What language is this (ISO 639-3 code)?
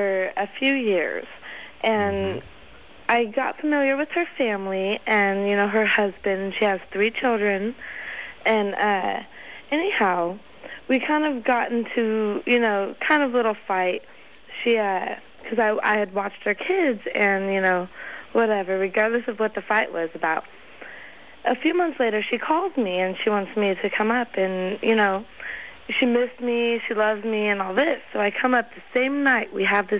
eng